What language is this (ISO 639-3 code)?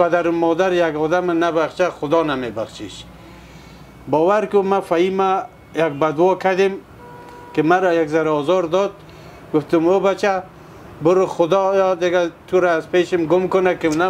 fas